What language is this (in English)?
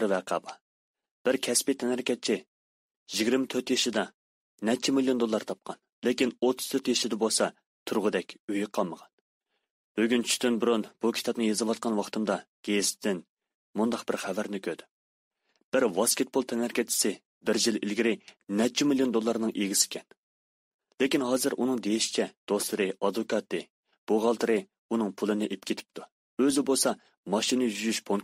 Uyghur